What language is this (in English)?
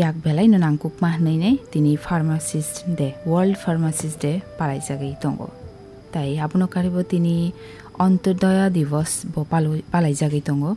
Kok Borok